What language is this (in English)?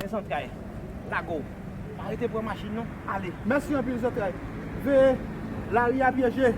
Haitian Creole